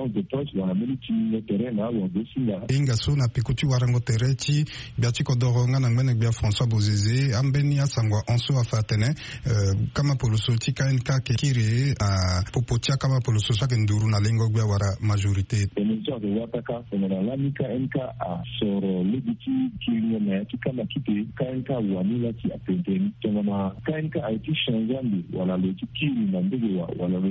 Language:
Sango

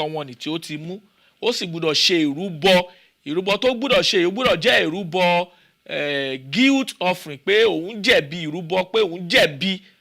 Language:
Yoruba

